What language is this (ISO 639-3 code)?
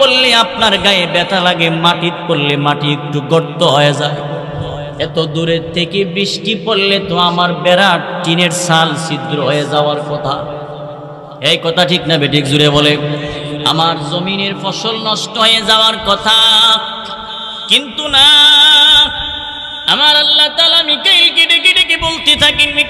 ben